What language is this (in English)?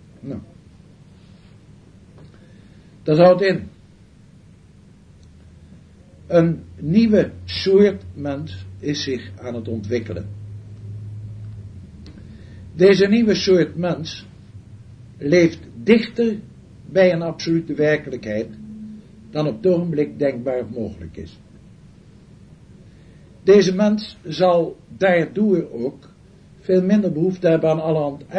Dutch